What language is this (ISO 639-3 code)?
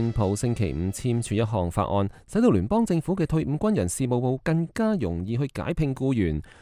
yue